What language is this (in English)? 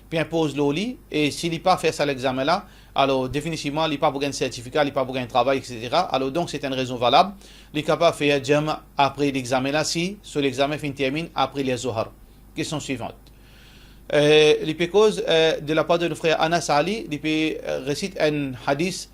Morisyen